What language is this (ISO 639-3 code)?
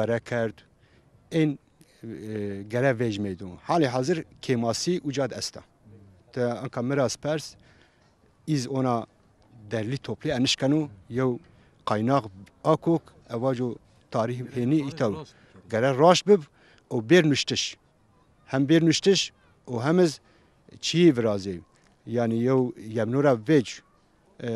zza